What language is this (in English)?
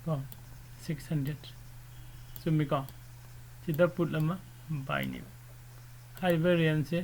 Manipuri